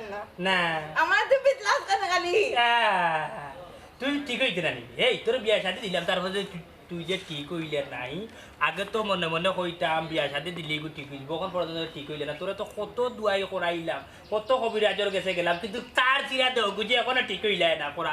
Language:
Sylheti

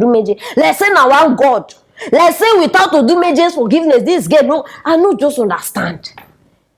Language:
Nigerian Pidgin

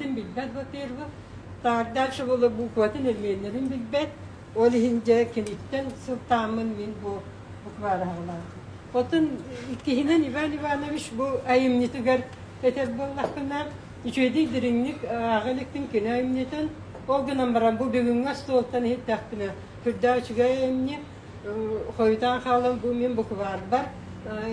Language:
Yakut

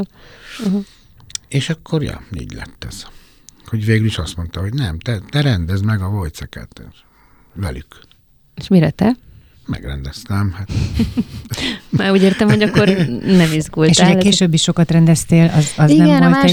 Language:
Hungarian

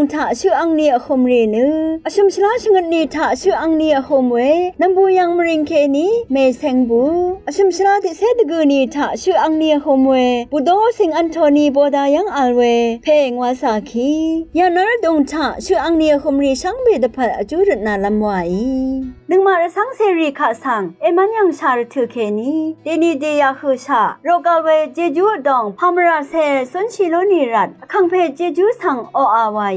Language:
Rawang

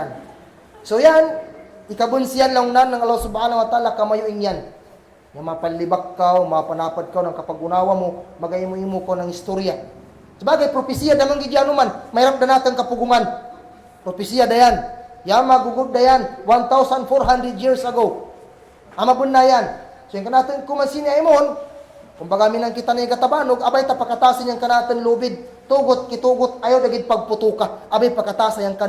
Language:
Kagan Kalagan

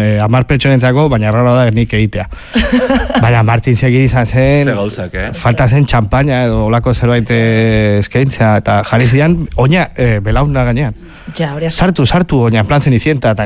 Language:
Basque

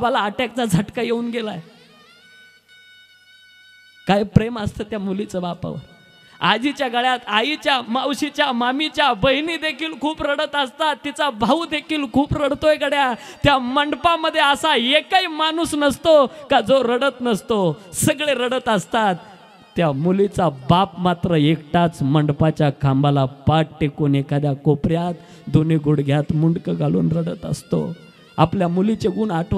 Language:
Marathi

